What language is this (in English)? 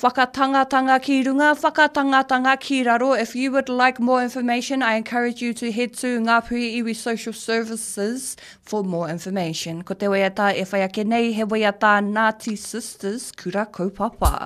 Māori